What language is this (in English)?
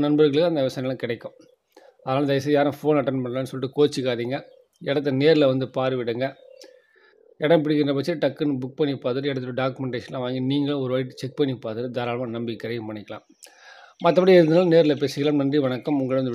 Tamil